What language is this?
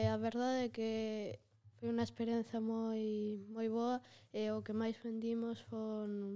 Galician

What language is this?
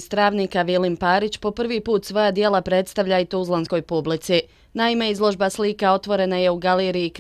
Bosnian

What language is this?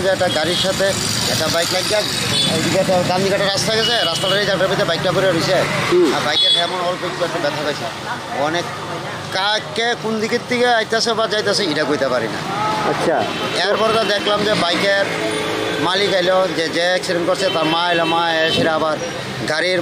Riang (India)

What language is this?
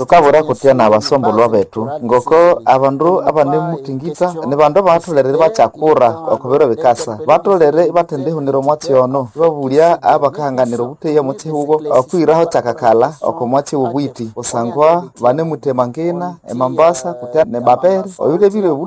Nande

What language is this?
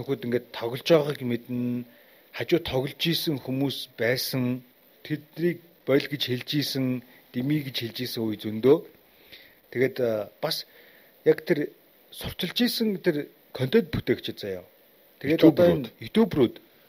Mongolian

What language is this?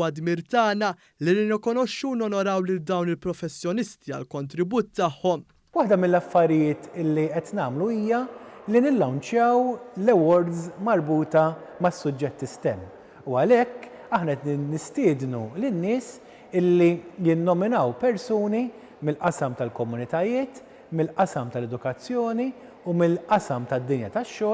Maltese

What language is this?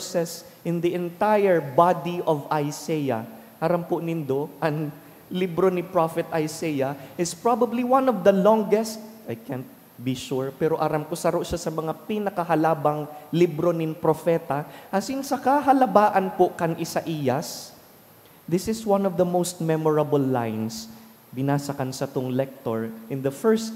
Bikol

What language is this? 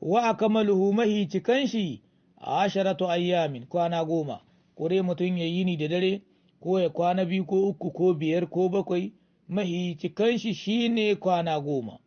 Hausa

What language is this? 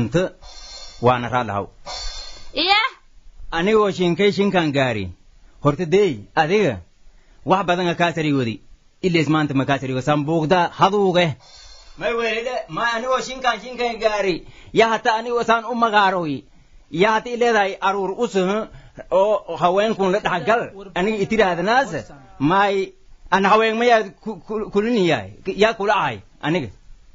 Somali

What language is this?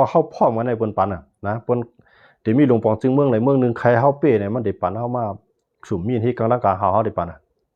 Shan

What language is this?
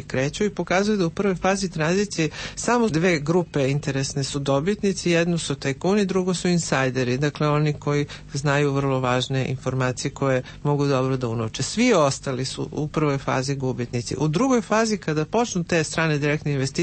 Serbian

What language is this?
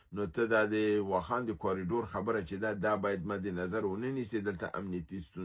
Pashto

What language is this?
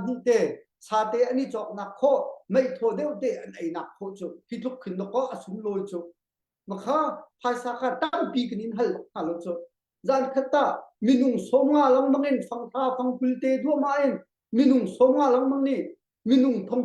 Hakha Chin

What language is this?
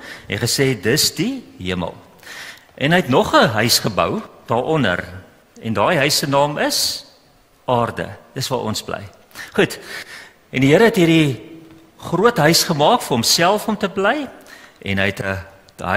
Afrikaans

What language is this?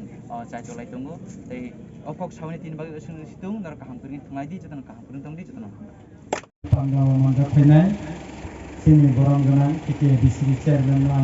Kok Borok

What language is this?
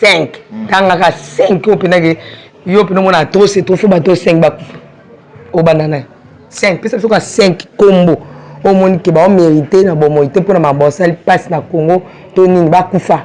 Lingala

